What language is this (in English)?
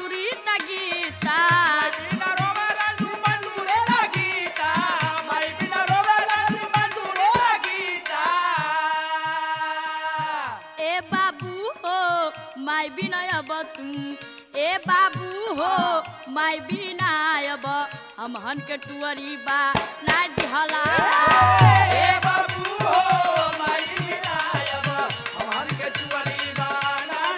Bhojpuri